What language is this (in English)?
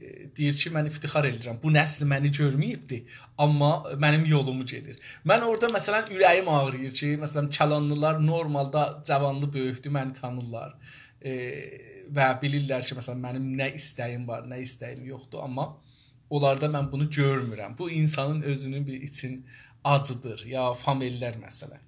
South Azerbaijani